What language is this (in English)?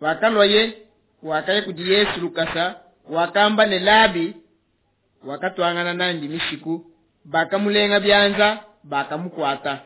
Luba-Lulua